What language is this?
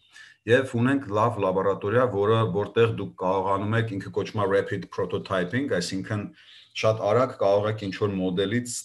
Armenian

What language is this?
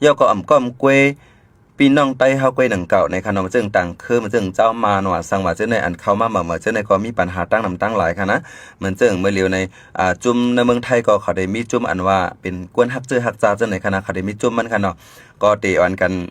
Shan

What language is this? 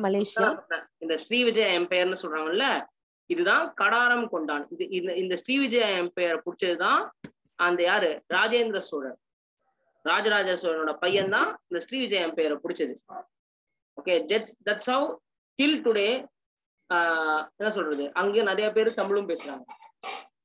Tamil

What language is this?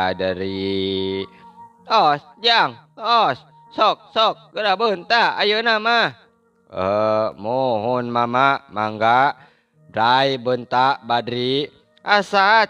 Sundanese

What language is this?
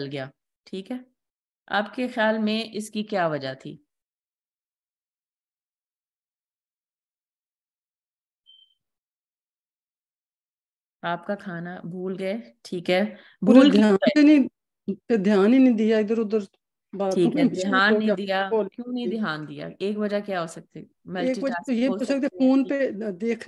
Urdu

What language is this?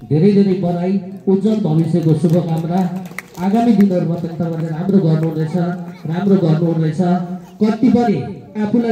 Nepali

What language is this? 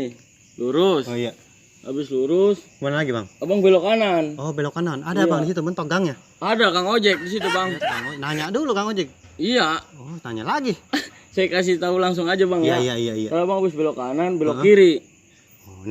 Betawi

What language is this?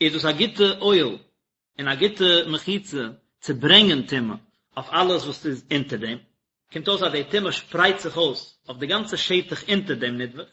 Yiddish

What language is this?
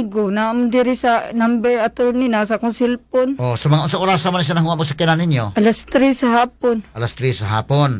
Cebuano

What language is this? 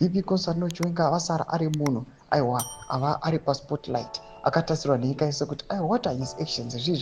Shona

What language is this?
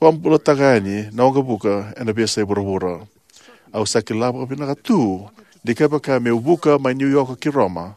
Fijian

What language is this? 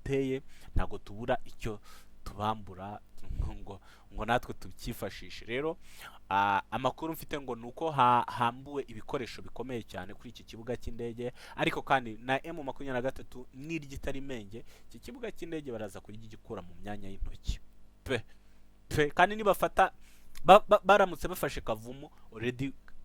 Kinyarwanda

